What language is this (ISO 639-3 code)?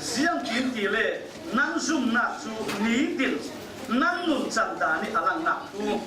cfm